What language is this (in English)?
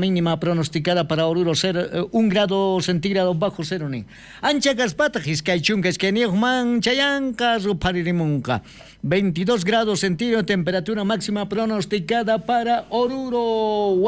South Bolivian Quechua